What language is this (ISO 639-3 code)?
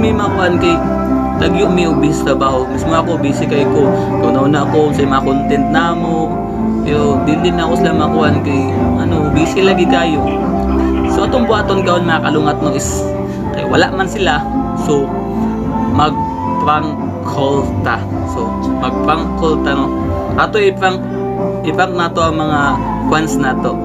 ceb